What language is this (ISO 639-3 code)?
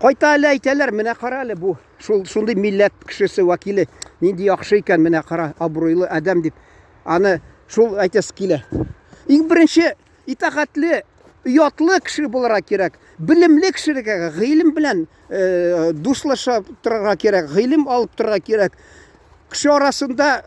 tat